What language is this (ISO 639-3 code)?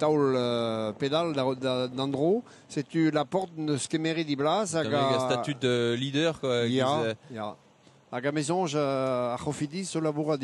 bre